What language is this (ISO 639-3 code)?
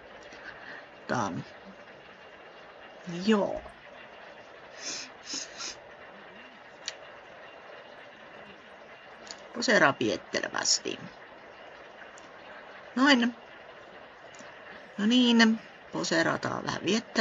fin